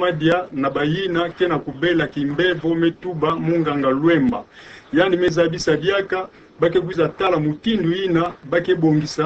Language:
Kituba (Democratic Republic of Congo)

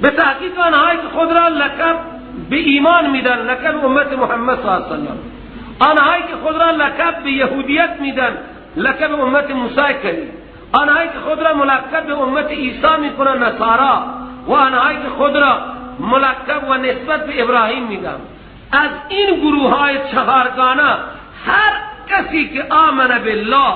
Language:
Persian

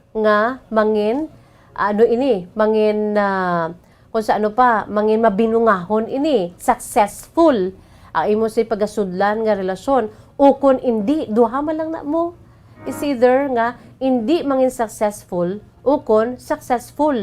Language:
Hiligaynon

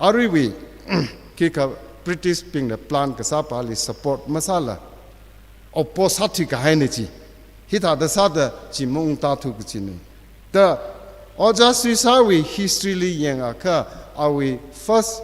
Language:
Tangkhul Naga (India)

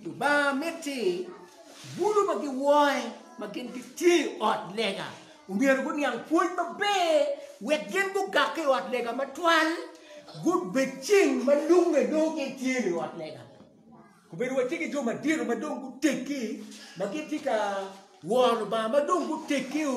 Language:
Acoli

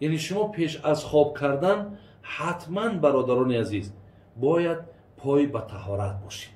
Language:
Tajik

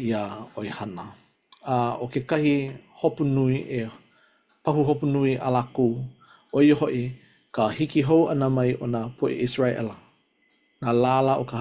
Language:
Hawaiian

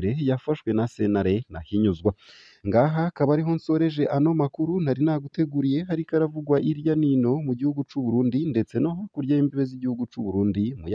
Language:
Rundi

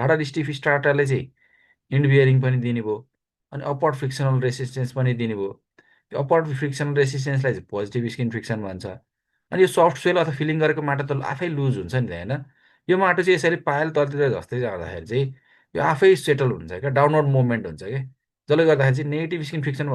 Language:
Nepali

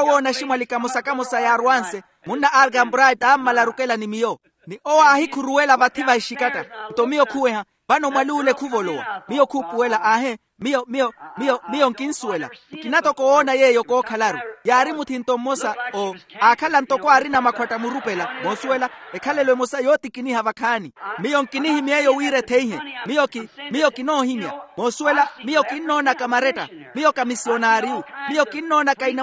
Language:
Makhuwa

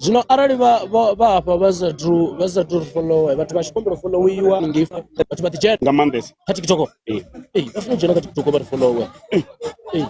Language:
Venda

